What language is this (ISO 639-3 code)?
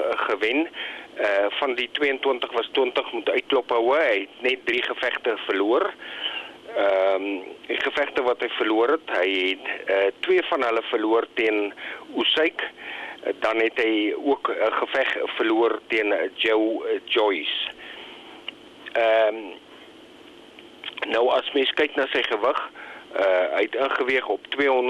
afr